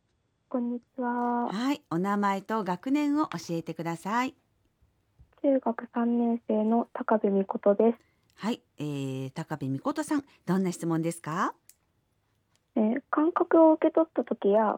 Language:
Japanese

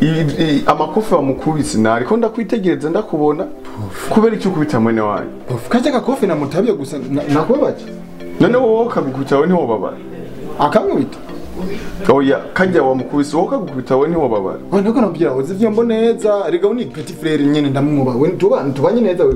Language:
Rundi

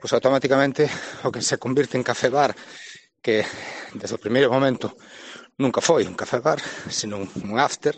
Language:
Galician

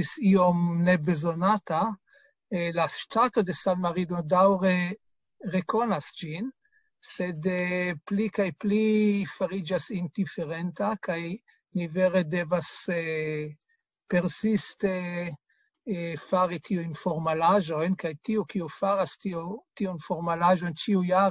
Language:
Esperanto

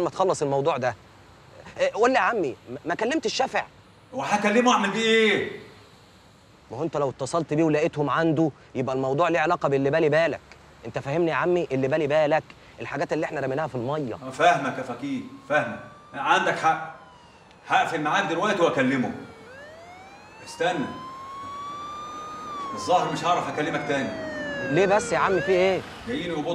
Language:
Egyptian Arabic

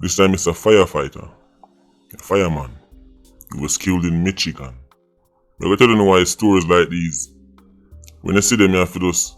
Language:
Jamaican Creole English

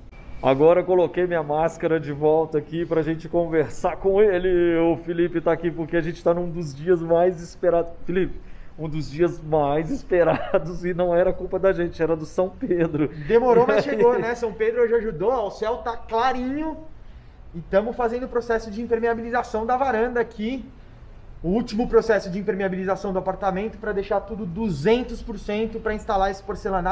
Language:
Portuguese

